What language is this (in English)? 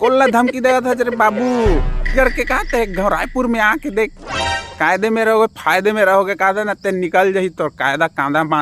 Chhattisgarhi